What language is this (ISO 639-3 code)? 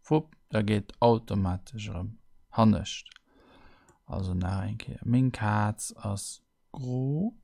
ltz